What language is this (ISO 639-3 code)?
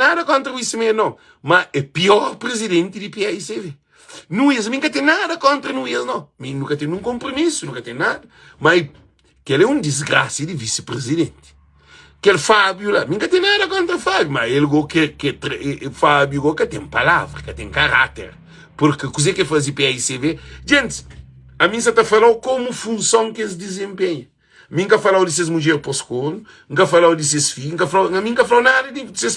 kea